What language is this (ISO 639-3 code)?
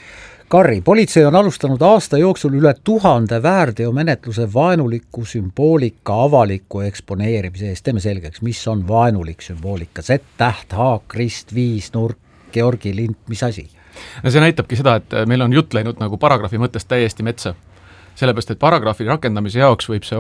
est